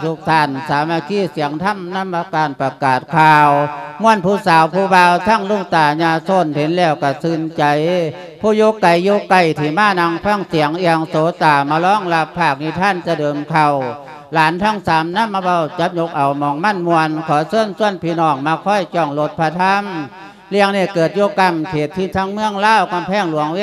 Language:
Lao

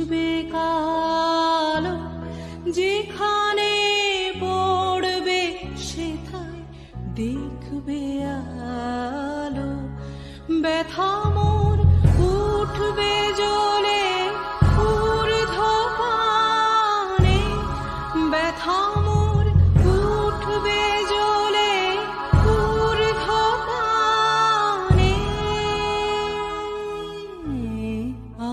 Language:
Bangla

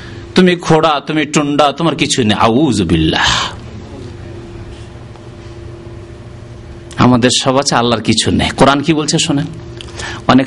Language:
Bangla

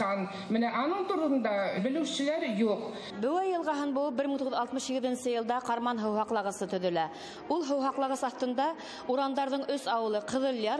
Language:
Bashkir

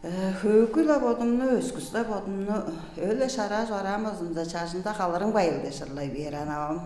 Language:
Tuvinian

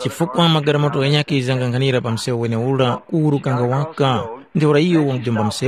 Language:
Tumbuka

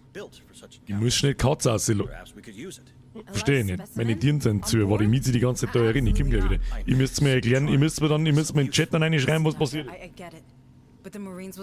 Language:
Bavarian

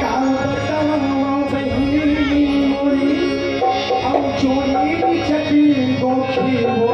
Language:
Chhattisgarhi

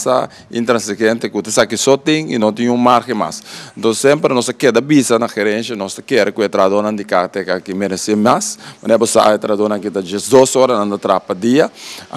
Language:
Papiamento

